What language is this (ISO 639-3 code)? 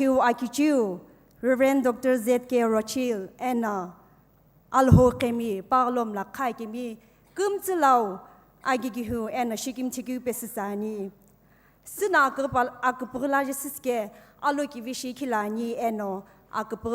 nsm